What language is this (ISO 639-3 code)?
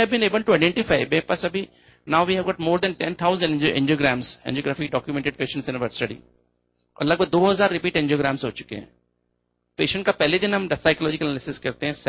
hin